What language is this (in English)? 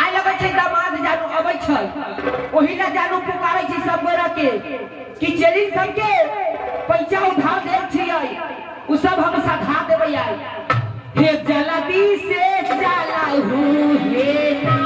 Maithili